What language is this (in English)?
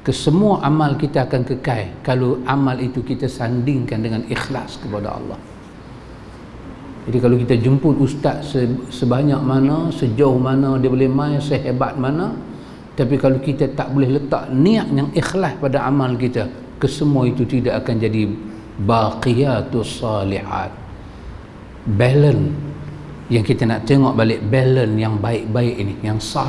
Malay